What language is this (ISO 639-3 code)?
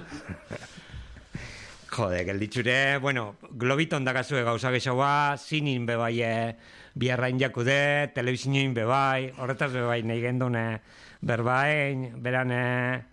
eus